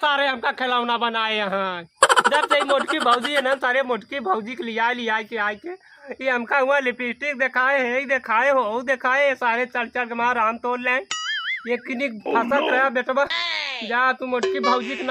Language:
Awadhi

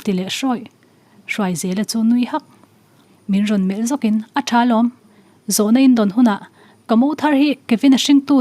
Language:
Mizo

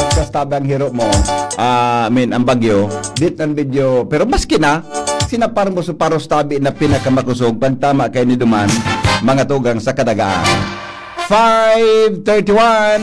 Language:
Bikol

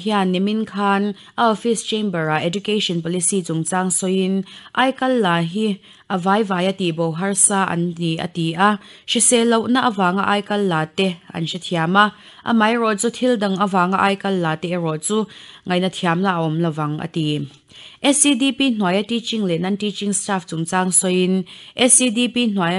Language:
Mizo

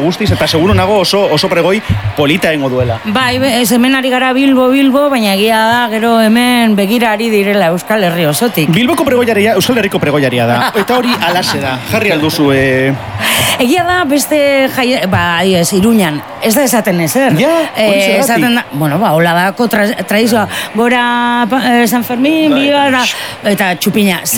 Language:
Basque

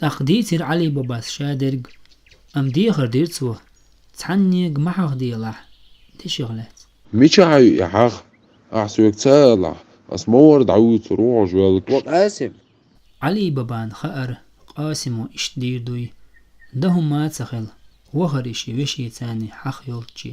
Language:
Chechen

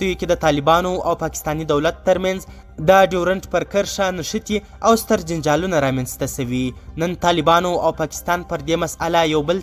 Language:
Pashto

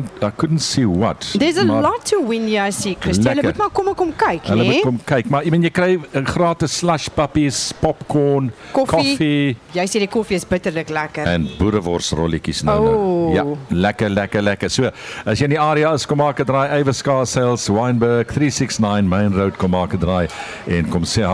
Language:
Afrikaans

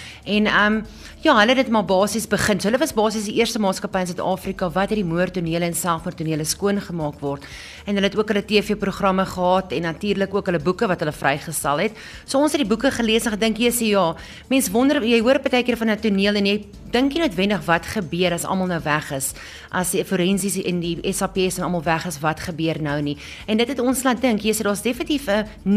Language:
Afrikaans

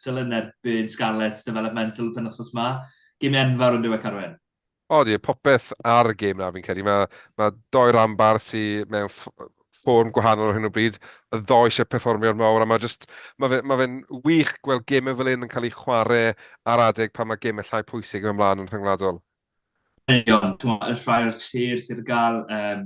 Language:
Welsh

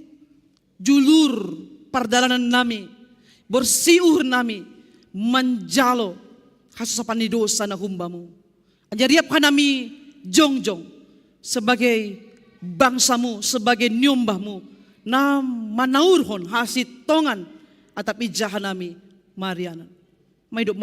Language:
Batak Simalungun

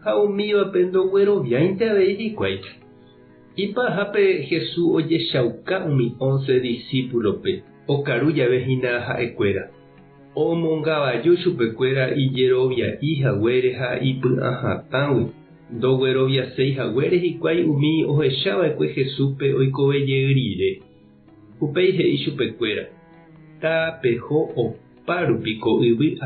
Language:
Guarani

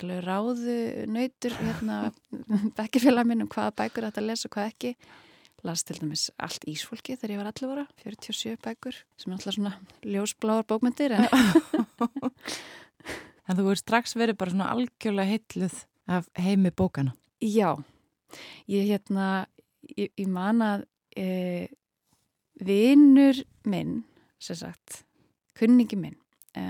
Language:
Icelandic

